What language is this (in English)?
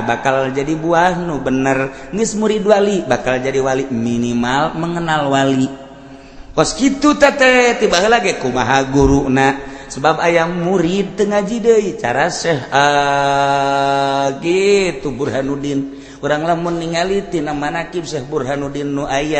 Sundanese